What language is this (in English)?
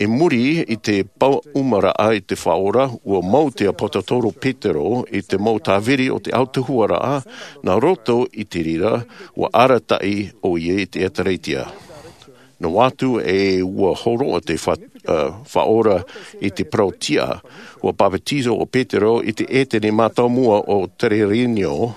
Tahitian